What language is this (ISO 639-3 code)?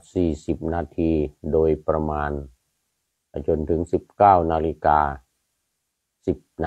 tha